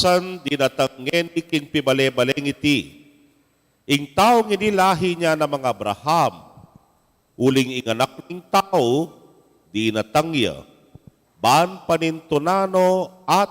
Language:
Pampanga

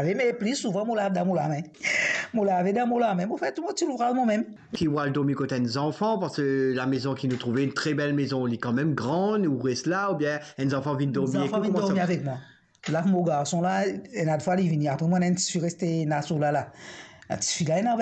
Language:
Morisyen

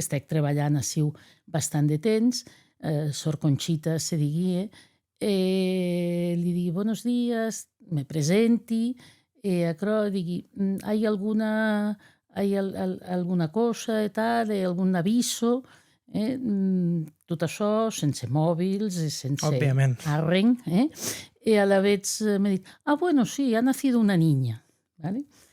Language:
Occitan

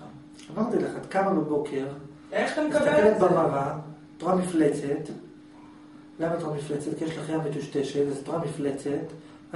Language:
Hebrew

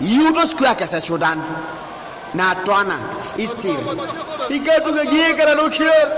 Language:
Teso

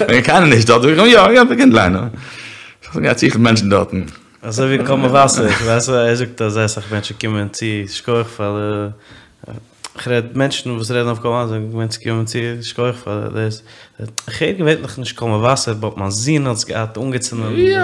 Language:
Yiddish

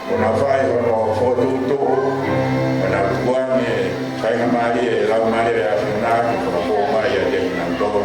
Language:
Tongan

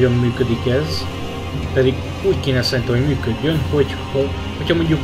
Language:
Hungarian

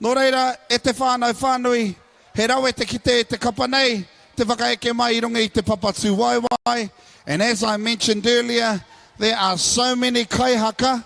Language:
Māori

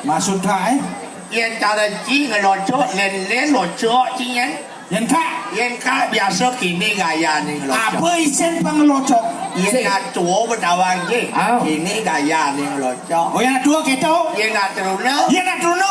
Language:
Balinese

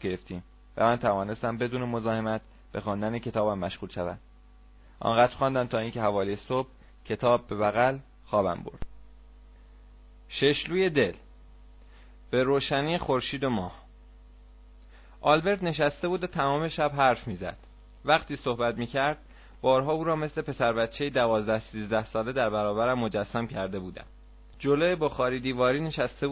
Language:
Persian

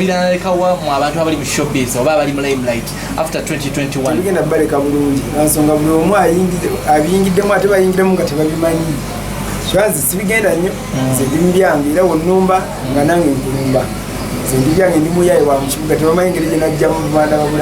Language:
Ganda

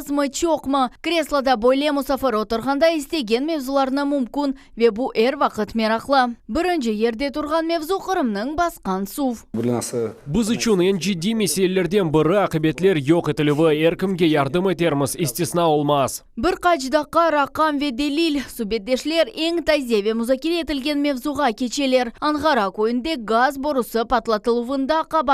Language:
Crimean Tatar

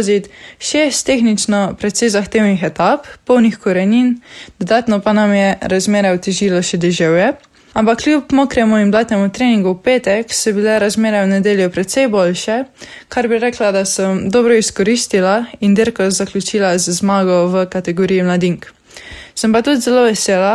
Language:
Slovenian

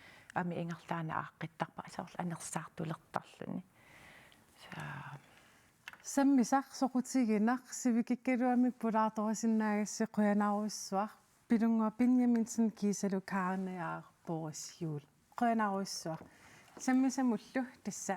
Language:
Kalaallisut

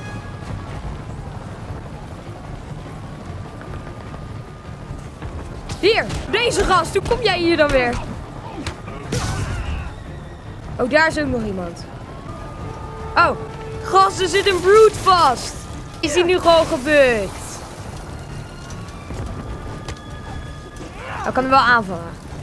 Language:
Dutch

